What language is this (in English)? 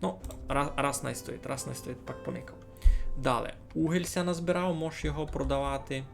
Rusyn